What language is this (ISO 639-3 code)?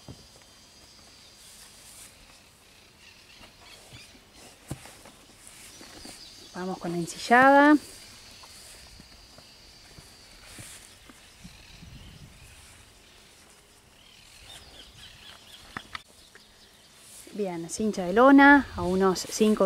spa